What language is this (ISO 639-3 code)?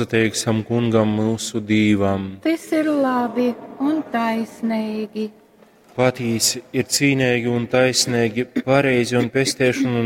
ltg